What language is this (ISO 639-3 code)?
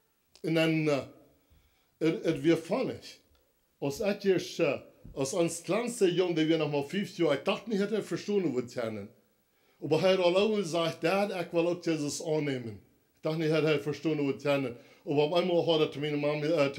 pdt